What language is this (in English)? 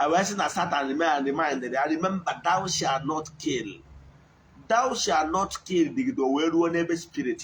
Igbo